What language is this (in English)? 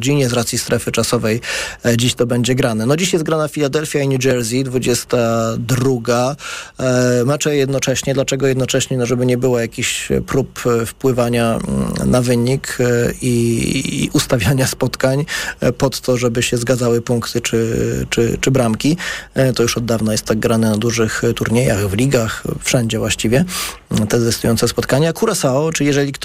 Polish